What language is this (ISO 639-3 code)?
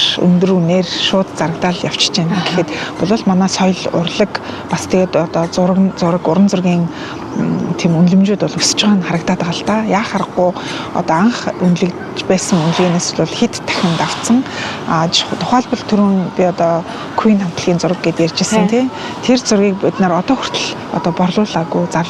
mon